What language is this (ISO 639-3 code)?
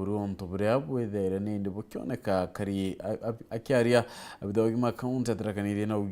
mer